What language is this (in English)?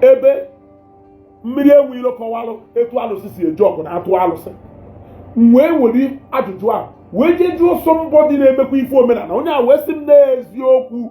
Igbo